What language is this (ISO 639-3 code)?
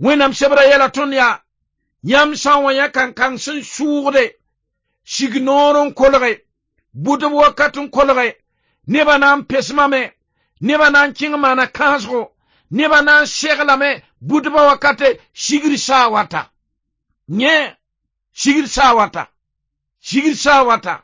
mos